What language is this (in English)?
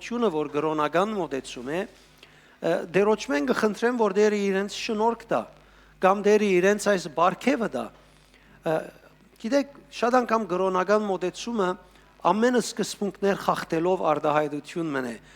Western Armenian